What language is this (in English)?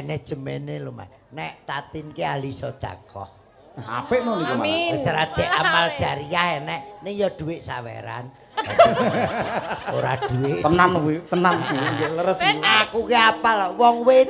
Javanese